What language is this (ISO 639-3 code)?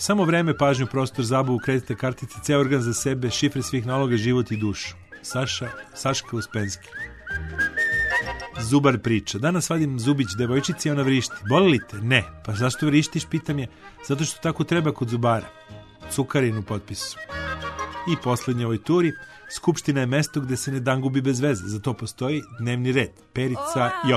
srp